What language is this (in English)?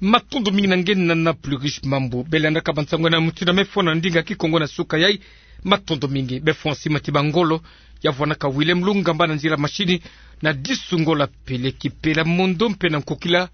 Kituba (Democratic Republic of Congo)